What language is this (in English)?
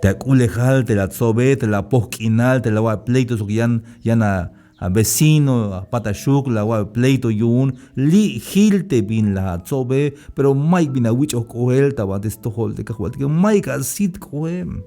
Tzeltal